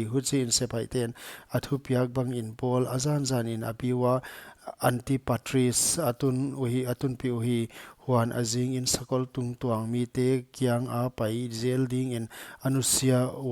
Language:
Paite Chin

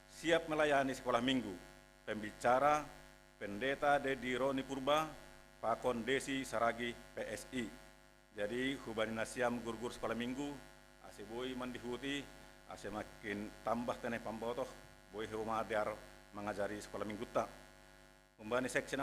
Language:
Batak Simalungun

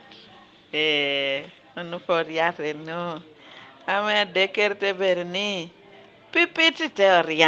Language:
Lango (Uganda)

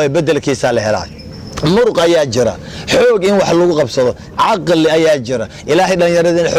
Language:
Somali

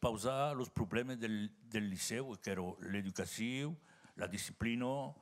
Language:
Occitan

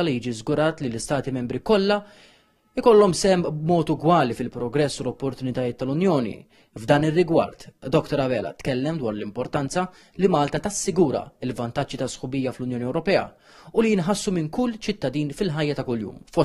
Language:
Maltese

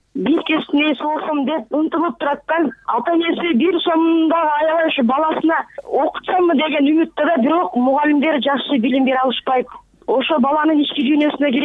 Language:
Kyrgyz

